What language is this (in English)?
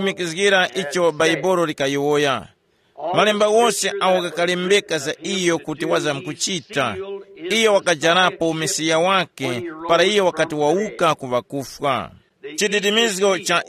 Tumbuka